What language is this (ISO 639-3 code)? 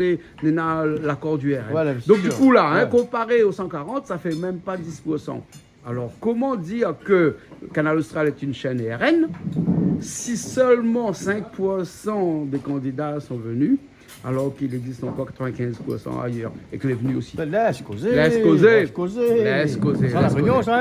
rcf